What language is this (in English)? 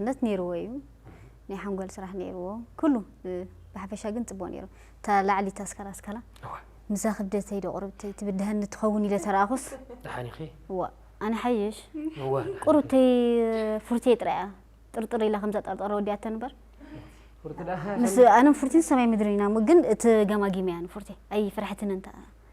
Tigrinya